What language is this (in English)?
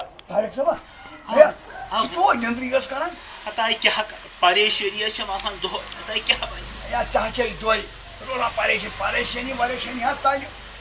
Kashmiri